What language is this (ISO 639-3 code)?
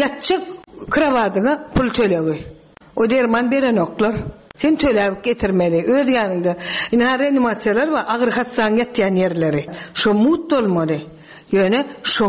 tuk